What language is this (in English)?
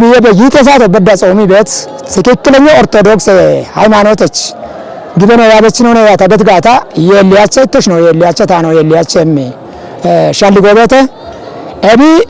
Kafa